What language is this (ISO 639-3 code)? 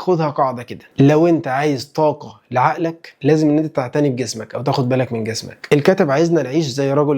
arz